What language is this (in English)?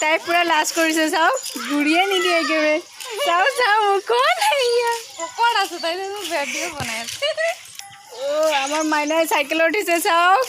Assamese